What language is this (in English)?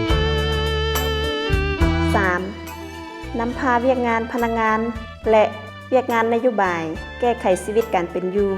Lao